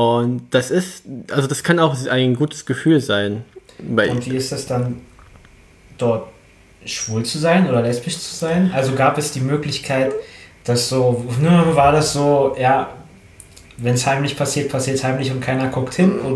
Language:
German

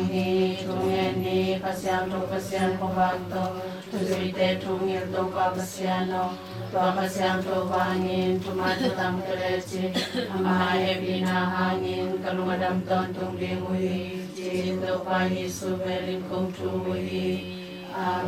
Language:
Tedim Chin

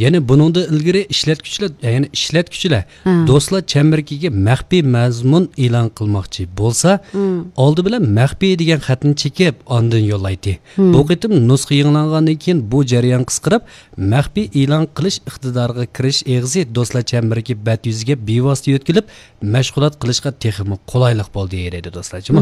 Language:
Uyghur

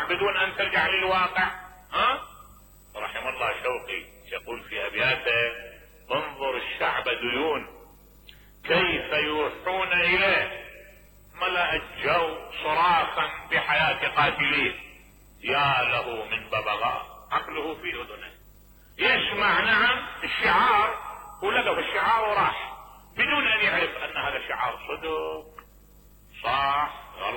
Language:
Mesopotamian Arabic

